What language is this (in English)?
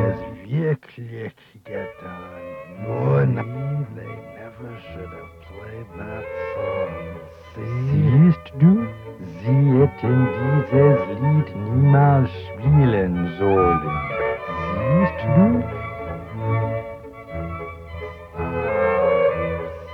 German